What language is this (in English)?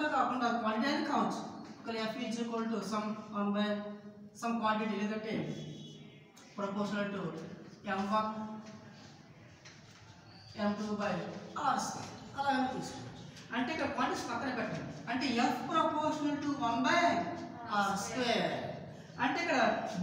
Telugu